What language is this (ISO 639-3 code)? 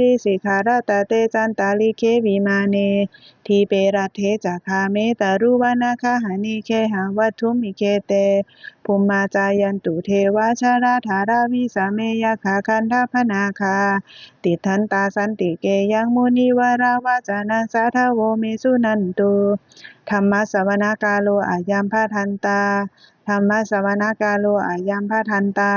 pli